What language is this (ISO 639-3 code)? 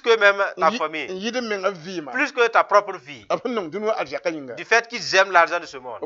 mos